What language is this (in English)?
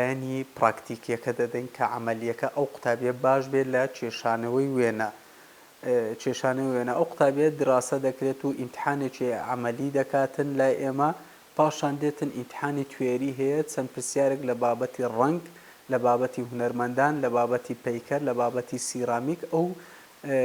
Central Kurdish